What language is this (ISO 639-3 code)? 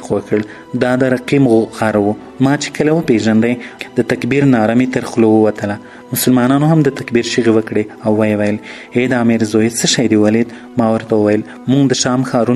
pus